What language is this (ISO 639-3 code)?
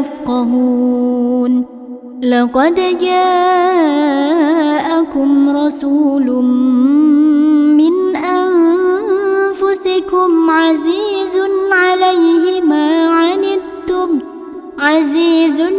ara